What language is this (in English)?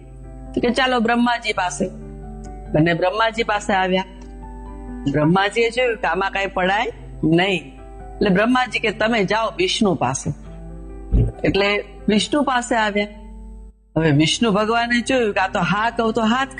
Gujarati